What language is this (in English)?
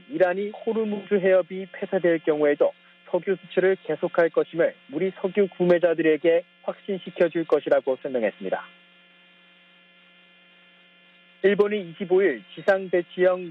Korean